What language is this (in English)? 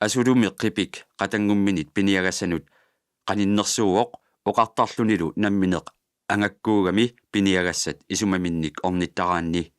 Kalaallisut